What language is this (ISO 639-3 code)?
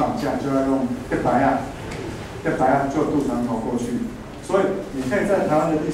zho